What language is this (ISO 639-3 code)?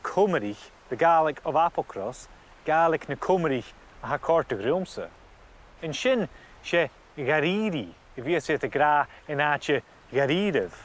gla